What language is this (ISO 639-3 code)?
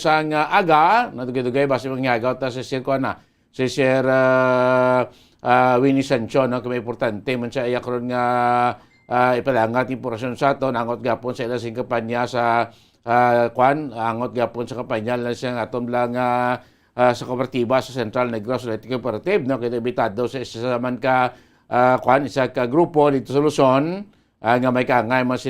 hil